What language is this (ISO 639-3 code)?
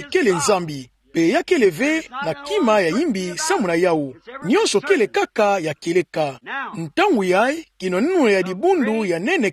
ktu